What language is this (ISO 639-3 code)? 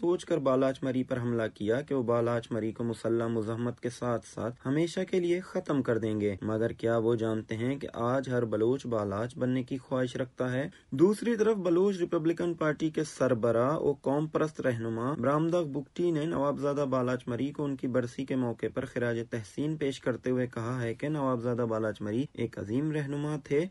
urd